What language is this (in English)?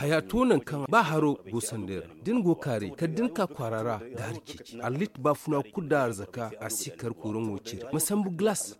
Zarma